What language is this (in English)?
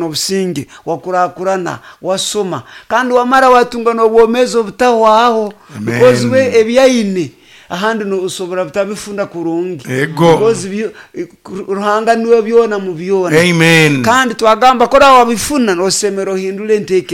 Nyoro